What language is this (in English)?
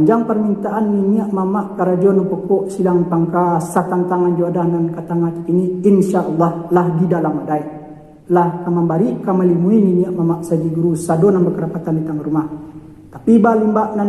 Minangkabau